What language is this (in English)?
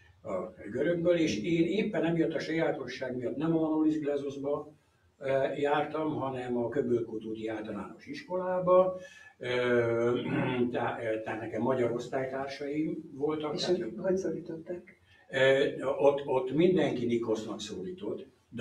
Hungarian